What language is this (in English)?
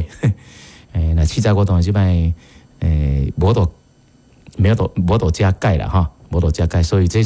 Min Nan Chinese